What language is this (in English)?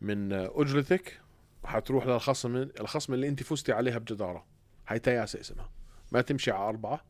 North Levantine Arabic